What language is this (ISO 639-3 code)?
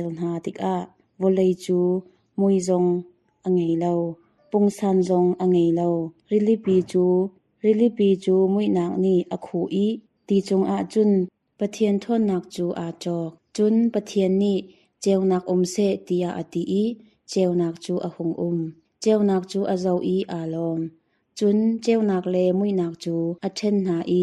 cnh